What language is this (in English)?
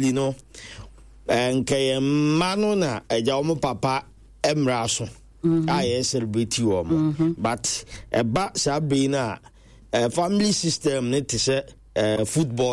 Akan